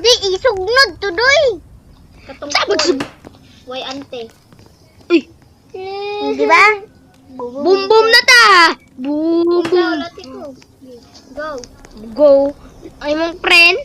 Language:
Cebuano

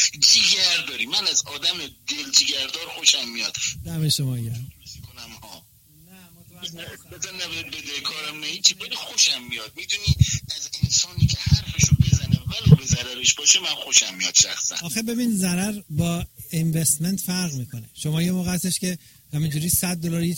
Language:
Persian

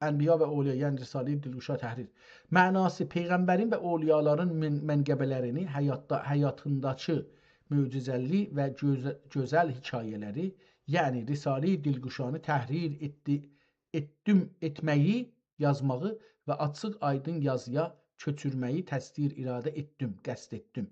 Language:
South Azerbaijani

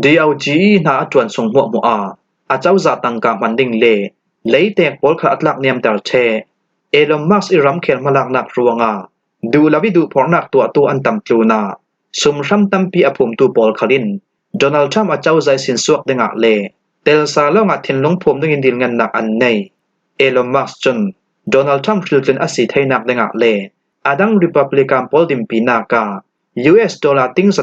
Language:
Falam Chin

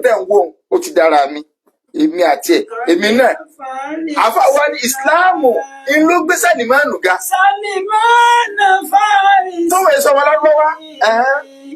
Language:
Yoruba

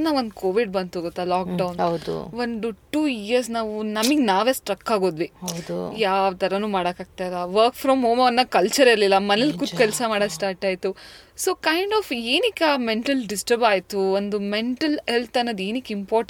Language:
Kannada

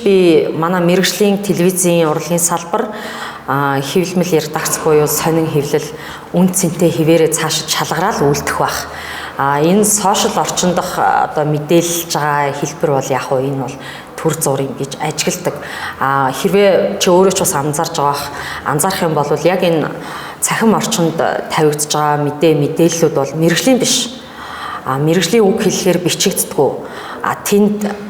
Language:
Mongolian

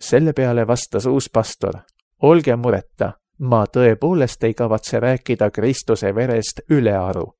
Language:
Estonian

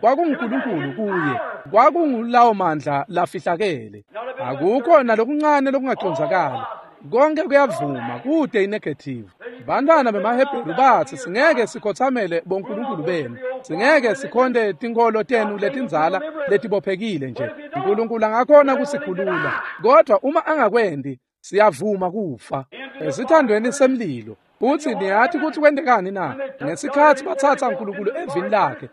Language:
Swati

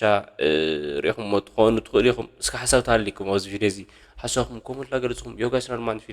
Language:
Tigrinya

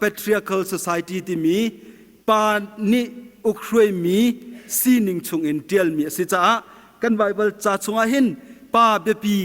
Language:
Hakha Chin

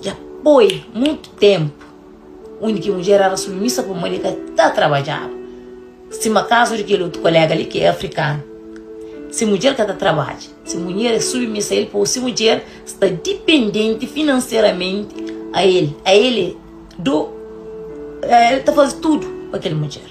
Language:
Kabuverdianu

